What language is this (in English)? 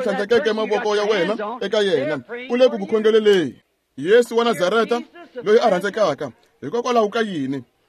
Tsonga